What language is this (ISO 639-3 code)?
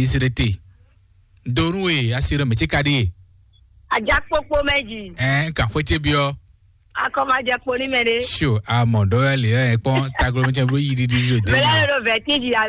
fon